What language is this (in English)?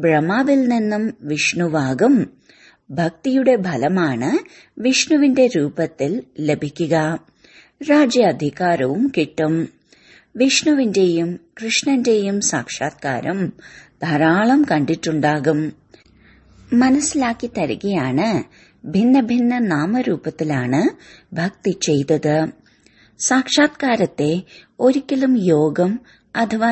Malayalam